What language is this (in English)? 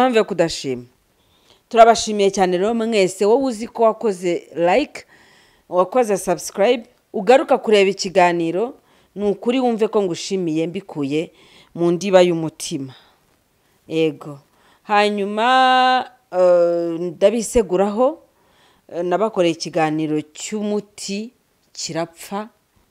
Kinyarwanda